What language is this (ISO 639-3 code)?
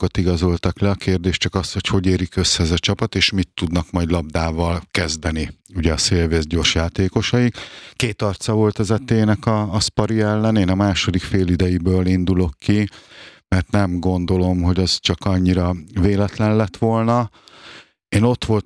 hun